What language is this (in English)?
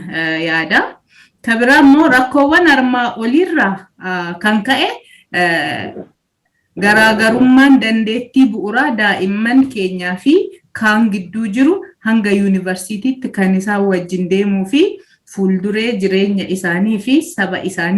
Oromo